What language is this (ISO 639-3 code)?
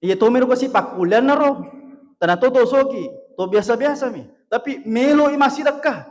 bug